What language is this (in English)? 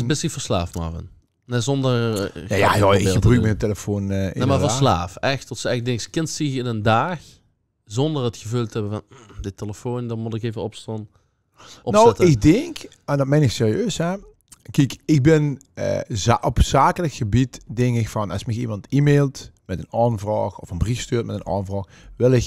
Limburgish